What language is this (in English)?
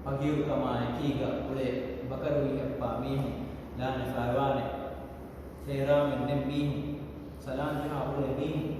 Divehi